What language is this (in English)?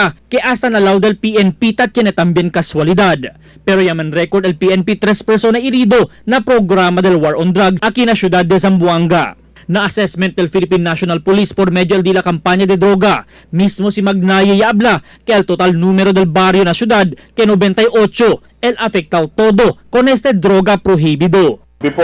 Chavacano